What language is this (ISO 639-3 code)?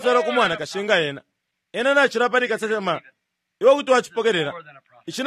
bem